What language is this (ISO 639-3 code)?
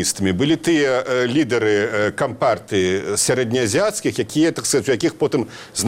bel